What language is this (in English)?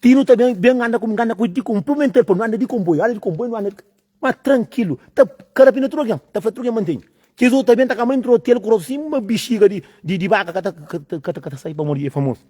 Kabuverdianu